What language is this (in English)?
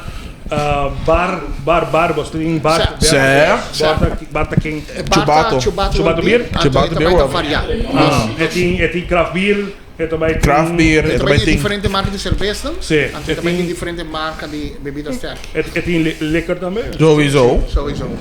Papiamento